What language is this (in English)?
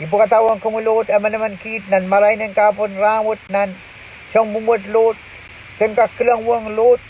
Pohnpeian